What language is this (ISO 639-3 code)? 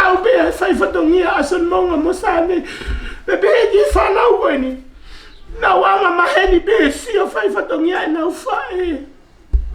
ton